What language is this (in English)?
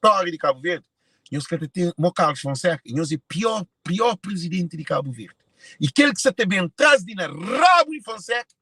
Kabuverdianu